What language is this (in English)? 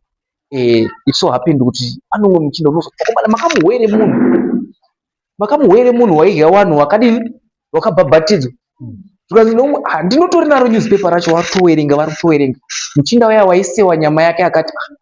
Shona